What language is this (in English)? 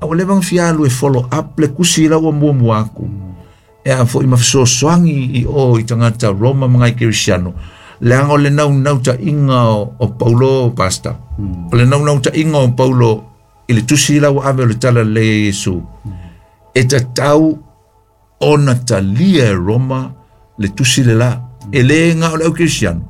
Samoan